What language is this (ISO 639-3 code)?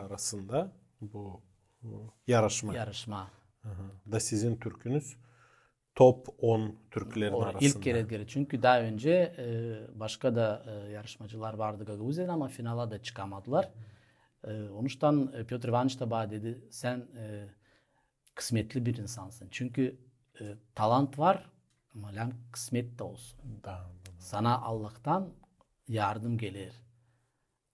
gag